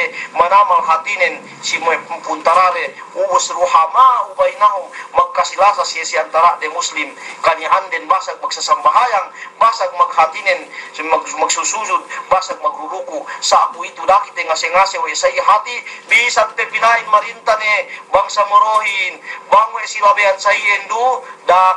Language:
Yakan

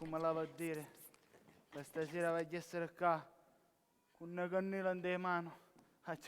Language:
Sicilian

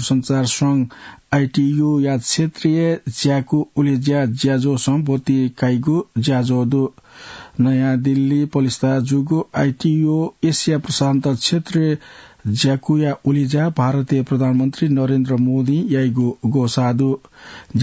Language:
Newari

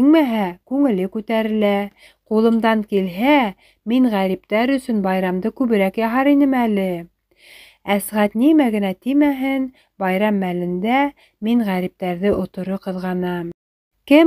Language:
Bashkir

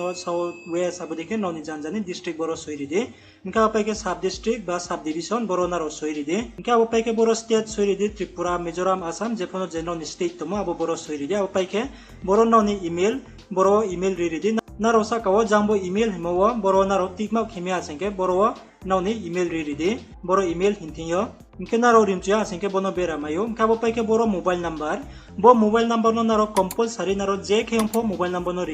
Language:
Riang (India)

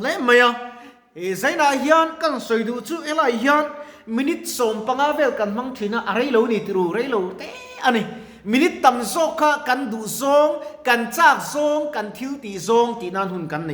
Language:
Mizo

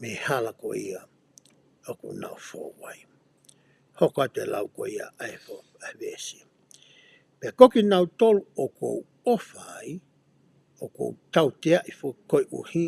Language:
Tongan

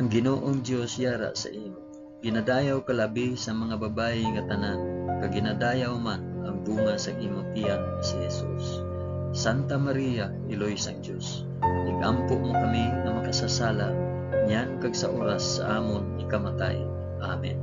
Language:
Hiligaynon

